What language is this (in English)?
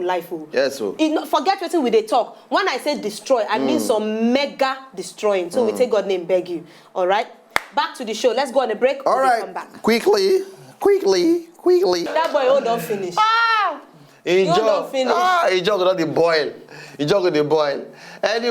Nigerian Pidgin